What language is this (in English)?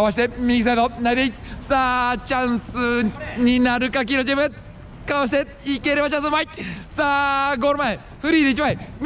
Japanese